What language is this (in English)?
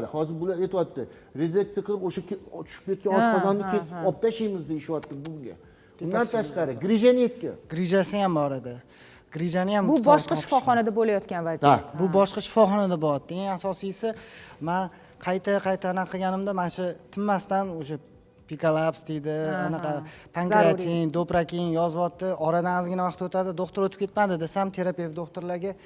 Uzbek